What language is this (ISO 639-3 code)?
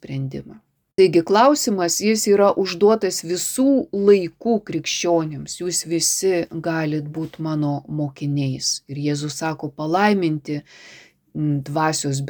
lit